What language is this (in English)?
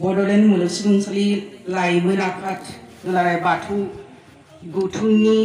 Bodo